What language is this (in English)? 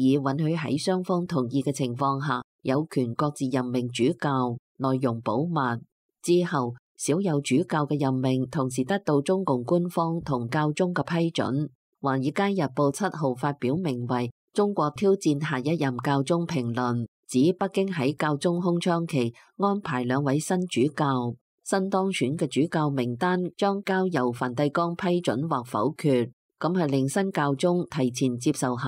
Cantonese